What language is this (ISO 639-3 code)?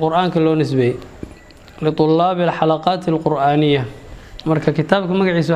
som